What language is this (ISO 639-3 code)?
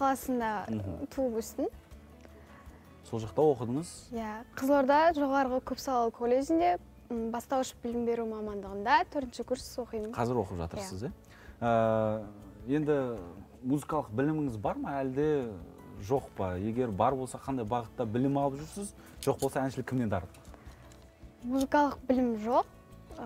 kaz